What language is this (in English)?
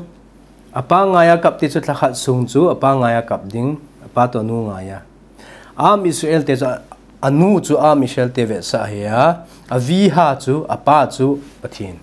Thado Chin